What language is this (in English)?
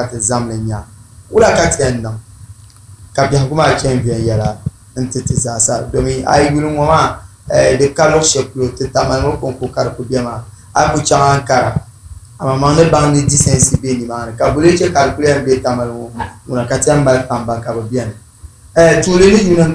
Dagbani